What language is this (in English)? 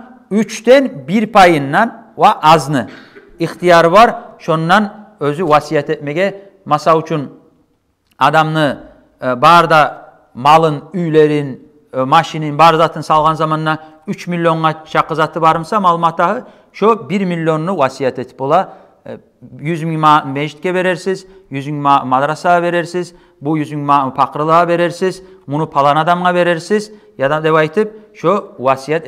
Kumyk